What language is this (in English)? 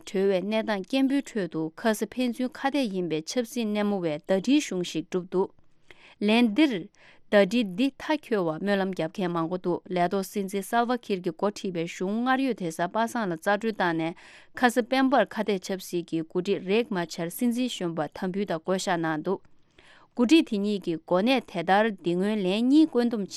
Tibetan